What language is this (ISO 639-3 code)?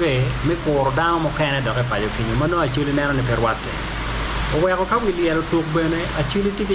ach